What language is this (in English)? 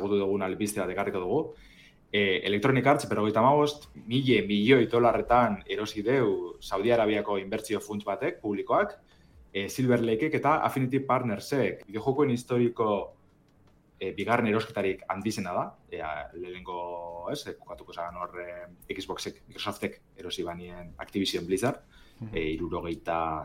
Basque